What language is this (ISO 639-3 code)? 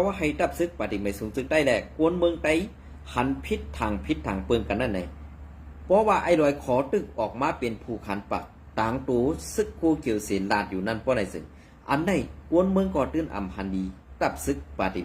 shn